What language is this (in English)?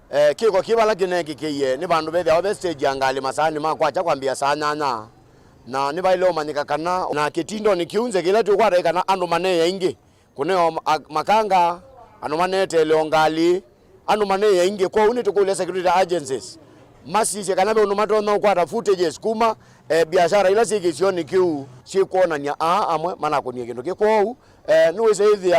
Kamba